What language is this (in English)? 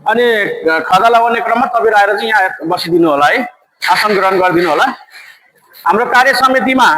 Nepali